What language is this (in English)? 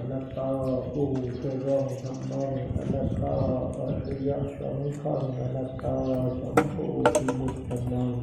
Pali